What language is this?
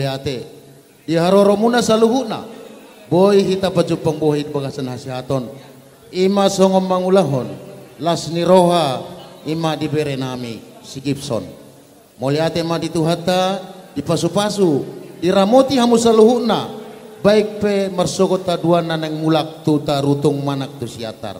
Batak Toba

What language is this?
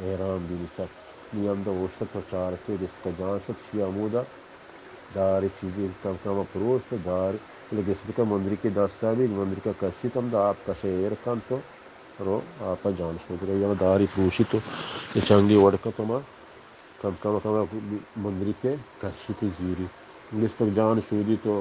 Baluchi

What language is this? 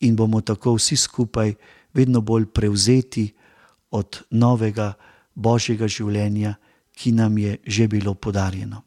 Slovenian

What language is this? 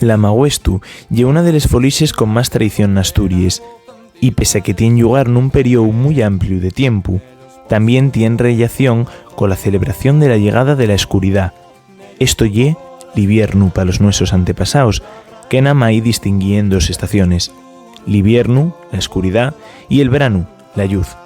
Asturian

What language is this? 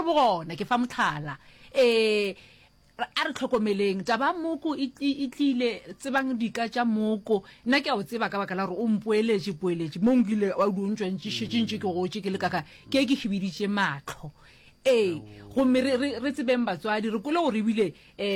Northern Sotho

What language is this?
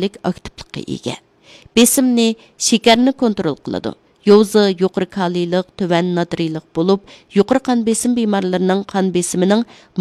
Uyghur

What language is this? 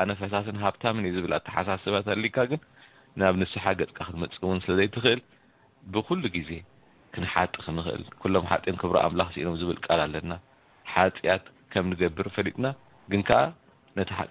Tigrinya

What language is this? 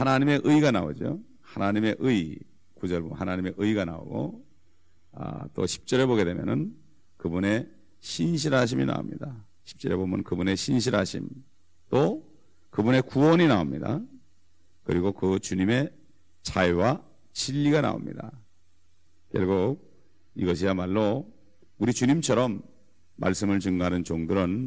Korean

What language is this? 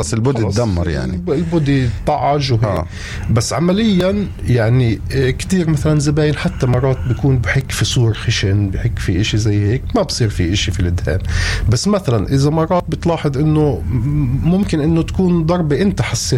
North Levantine Arabic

